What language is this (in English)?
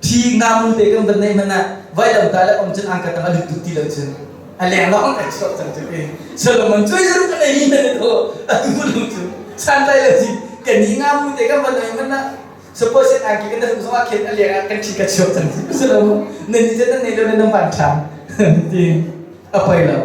Hakha Chin